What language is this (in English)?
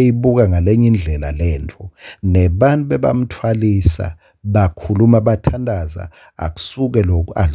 Swati